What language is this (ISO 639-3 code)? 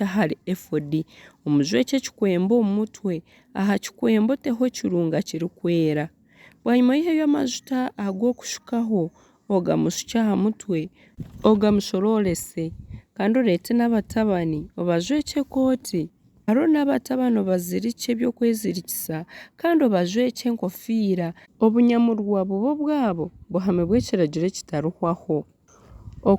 nyn